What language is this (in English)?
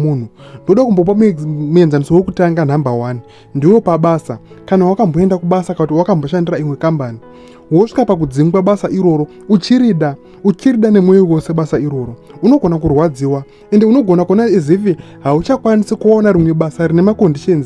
Shona